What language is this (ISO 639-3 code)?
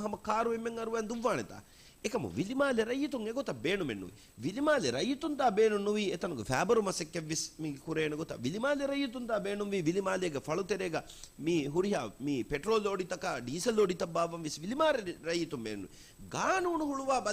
div